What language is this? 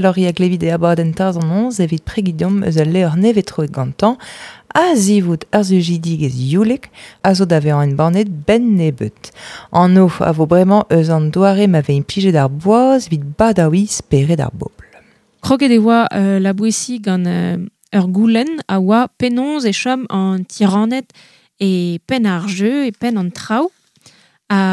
Breton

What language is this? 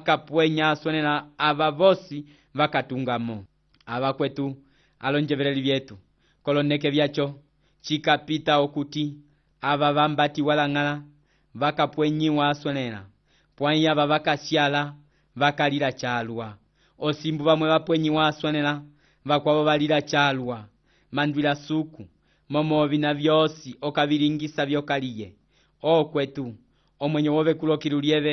Umbundu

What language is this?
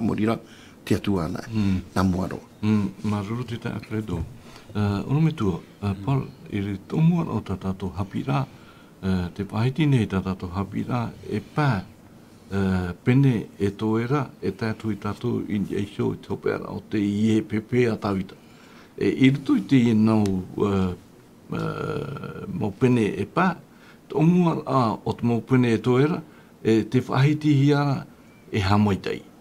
Tahitian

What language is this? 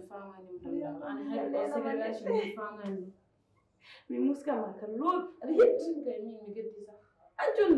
Fula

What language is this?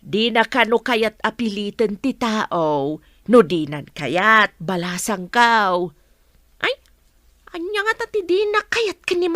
Iloko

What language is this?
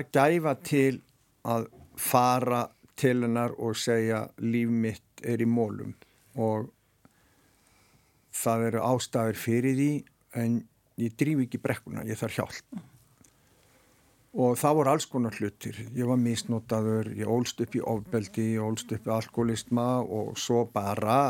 Icelandic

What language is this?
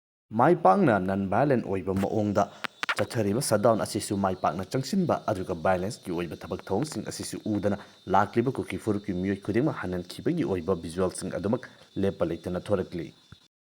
Manipuri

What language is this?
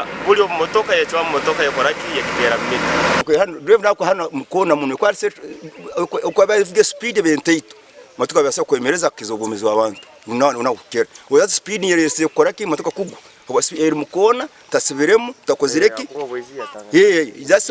Nyankole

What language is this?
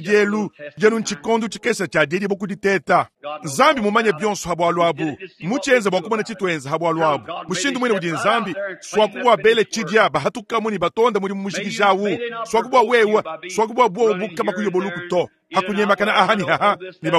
Luba-Lulua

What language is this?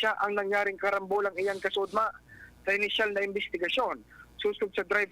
Bikol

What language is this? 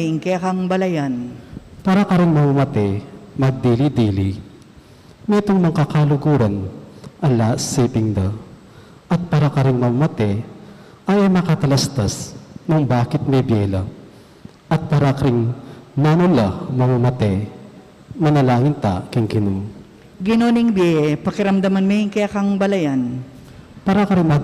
Pampanga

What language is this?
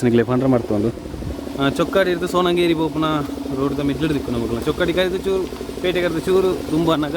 Tulu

